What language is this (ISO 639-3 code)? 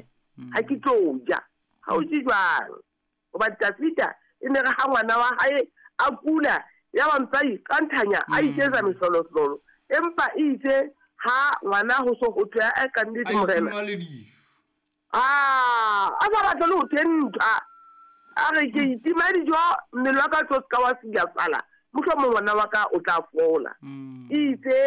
sot